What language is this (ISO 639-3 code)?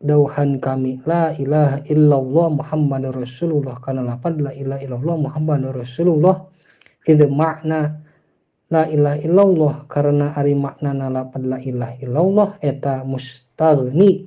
sun